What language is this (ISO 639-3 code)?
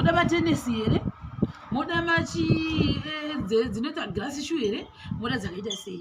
sna